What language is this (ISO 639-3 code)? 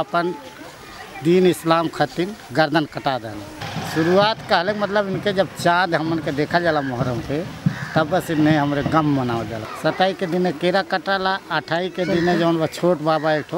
bho